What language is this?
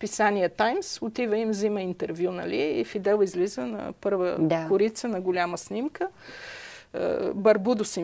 Bulgarian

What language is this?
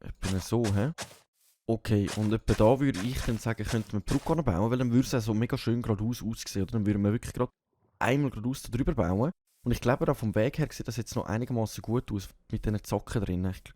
Swiss German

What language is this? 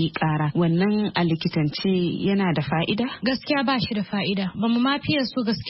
Hausa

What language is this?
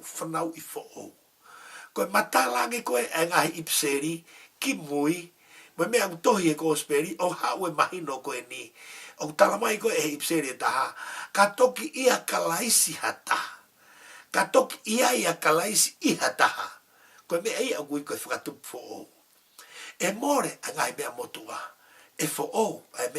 Tongan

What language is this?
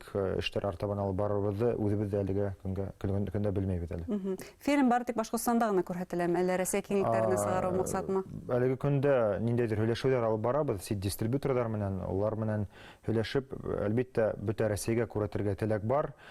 Bashkir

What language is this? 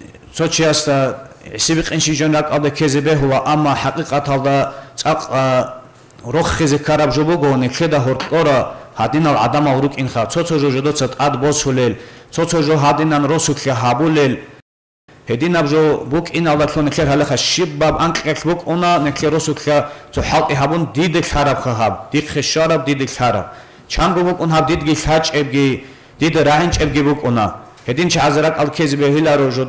Avaric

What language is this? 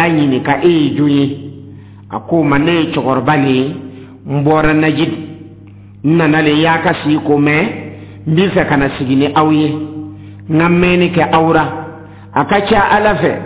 Dyula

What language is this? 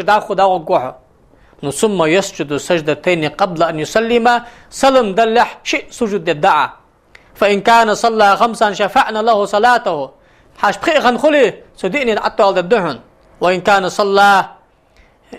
Ingush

